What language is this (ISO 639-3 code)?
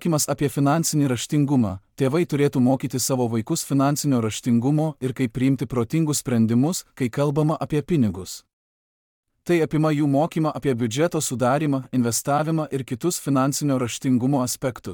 lit